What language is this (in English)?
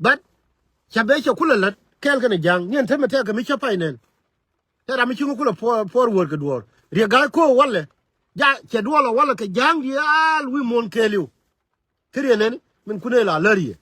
Nuer